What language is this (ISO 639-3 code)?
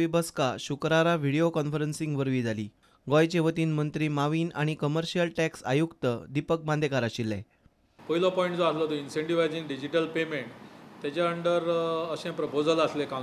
kok